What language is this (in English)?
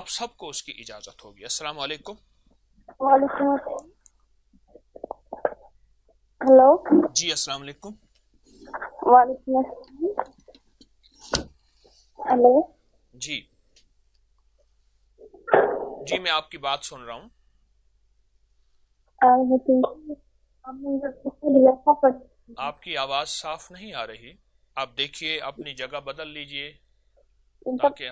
Urdu